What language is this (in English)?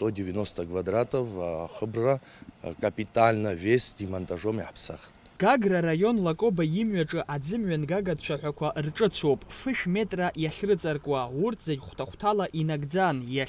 Abkhazian